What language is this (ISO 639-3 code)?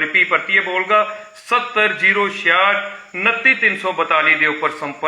doi